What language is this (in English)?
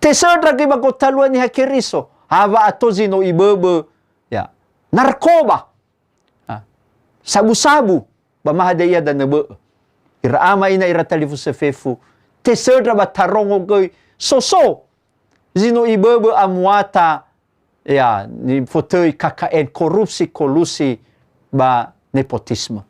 Nias